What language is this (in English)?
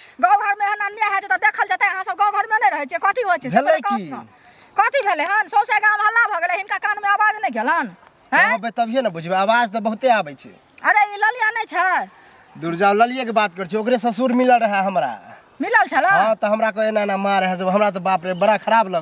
Maithili